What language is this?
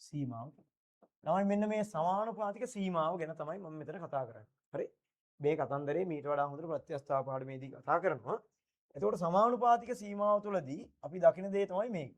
Sinhala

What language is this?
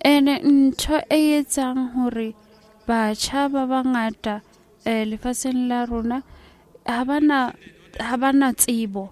Southern Sotho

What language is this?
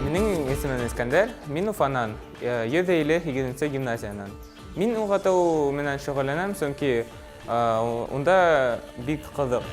Bashkir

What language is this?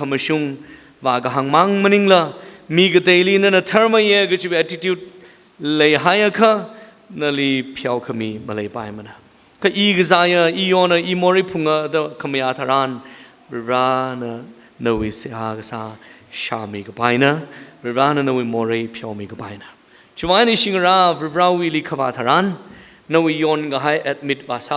Tangkhul Naga (India)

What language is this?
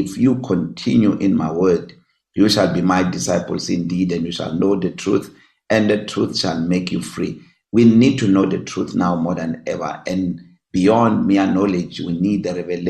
English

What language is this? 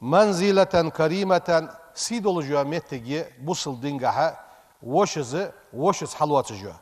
Ingush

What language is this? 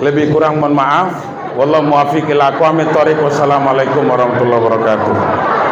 Minangkabau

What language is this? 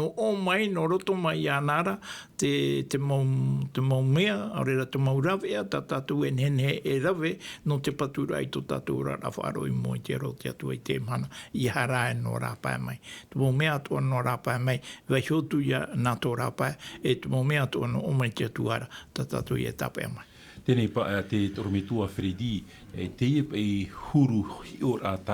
Tahitian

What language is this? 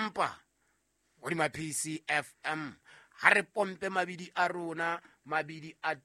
Southern Sotho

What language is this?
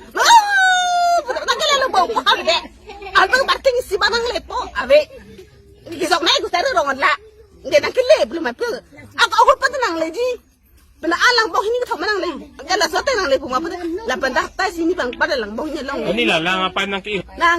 Karbi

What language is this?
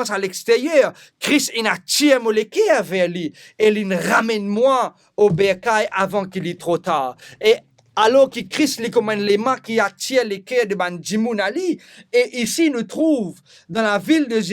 Morisyen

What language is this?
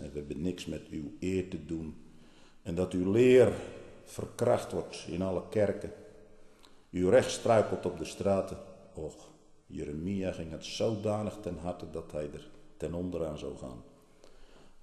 Dutch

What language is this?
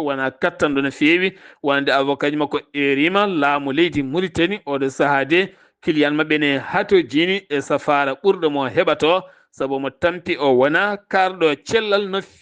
Fula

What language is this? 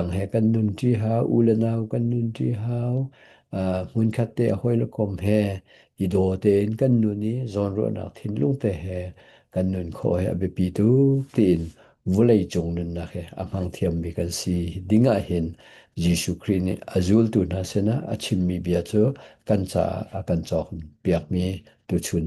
Hakha Chin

